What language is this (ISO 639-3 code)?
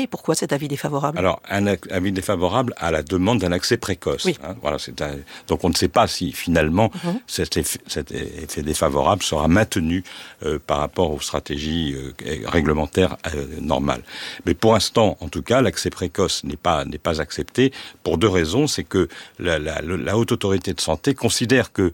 fra